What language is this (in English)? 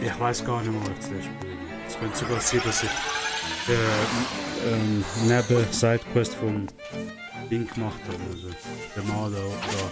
Swiss German